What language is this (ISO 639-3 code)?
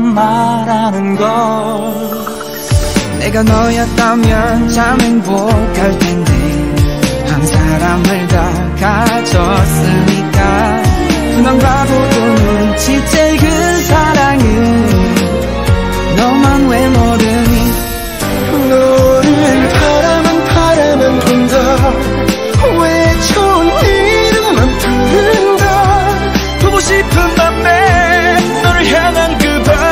kor